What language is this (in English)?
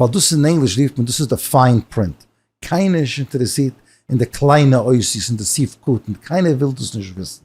Yiddish